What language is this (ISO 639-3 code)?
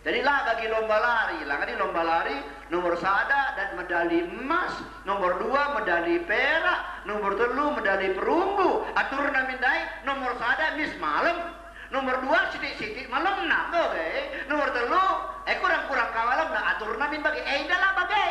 btx